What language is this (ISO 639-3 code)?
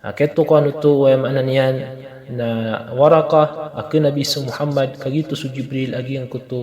mrw